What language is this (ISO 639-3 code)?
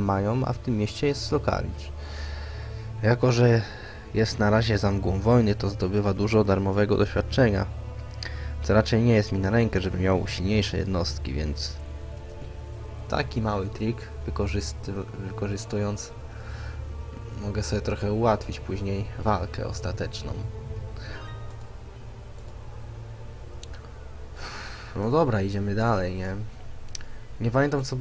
pol